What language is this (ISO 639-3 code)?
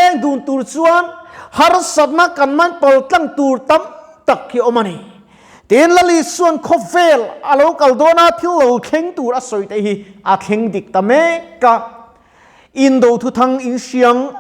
lus